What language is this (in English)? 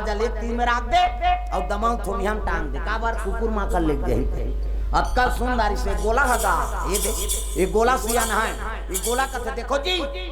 Chhattisgarhi